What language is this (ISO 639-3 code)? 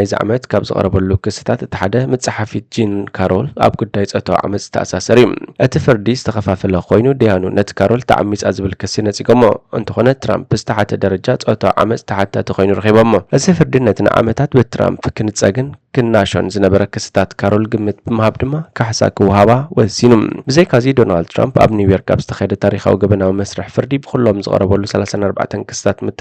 tir